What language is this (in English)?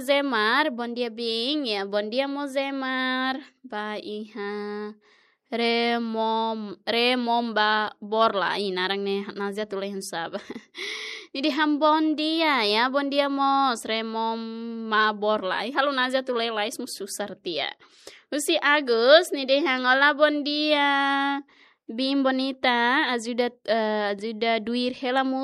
Tetum